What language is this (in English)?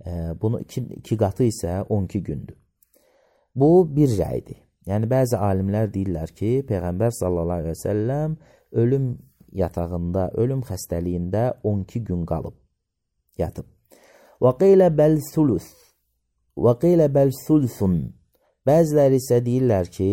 Azerbaijani